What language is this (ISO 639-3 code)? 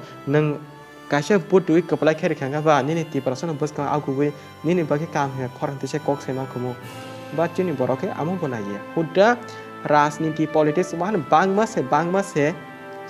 trp